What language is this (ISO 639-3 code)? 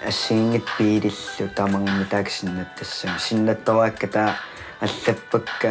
kal